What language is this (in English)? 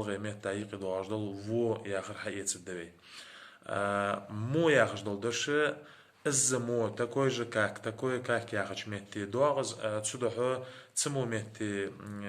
Ingush